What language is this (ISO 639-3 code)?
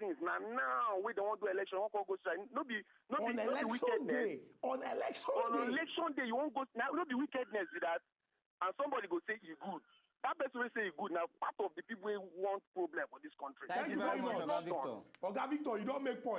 pcm